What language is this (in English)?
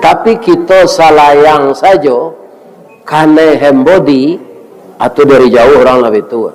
Minangkabau